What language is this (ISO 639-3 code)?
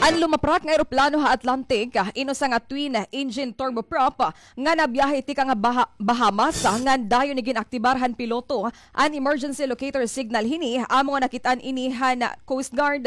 war